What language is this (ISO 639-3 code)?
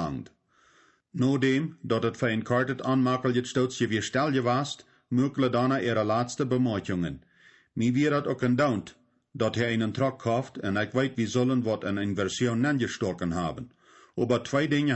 pdt